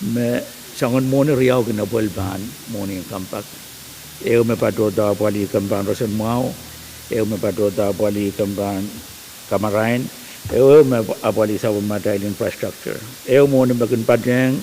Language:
Pohnpeian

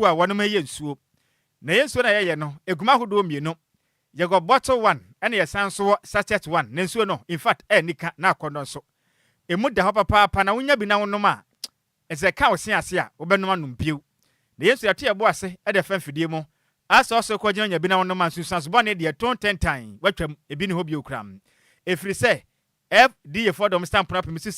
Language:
Akan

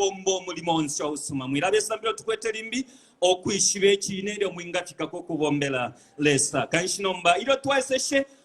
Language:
Bemba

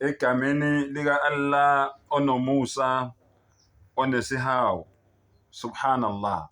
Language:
Zulu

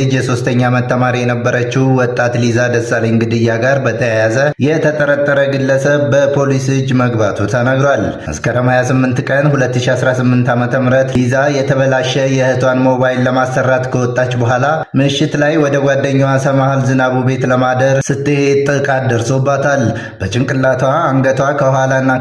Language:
Amharic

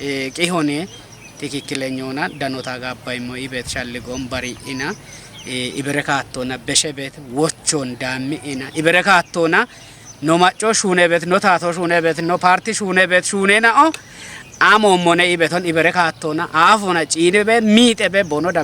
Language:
Kafa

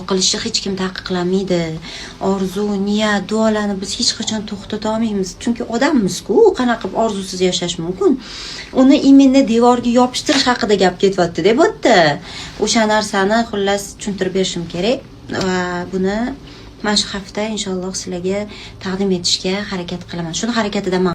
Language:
Uzbek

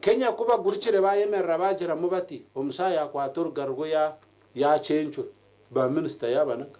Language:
Nyankole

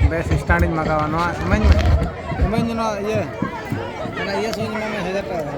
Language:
Santali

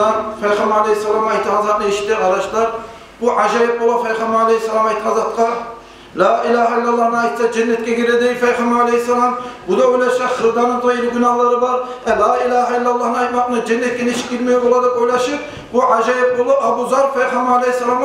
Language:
Kumyk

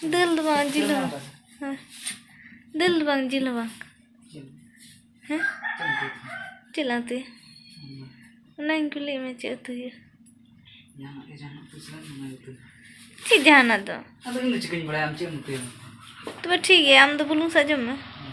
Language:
Santali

